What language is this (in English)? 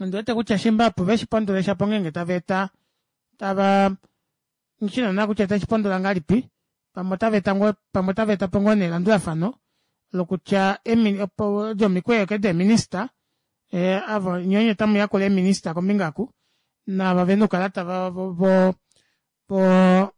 Kuanyama